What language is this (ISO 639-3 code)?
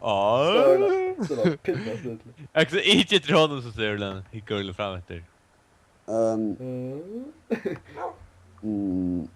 fao